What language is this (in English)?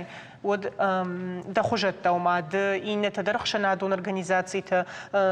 Ossetic